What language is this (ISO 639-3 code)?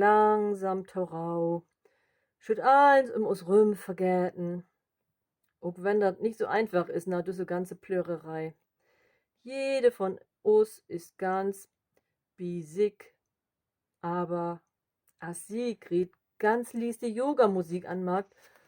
nds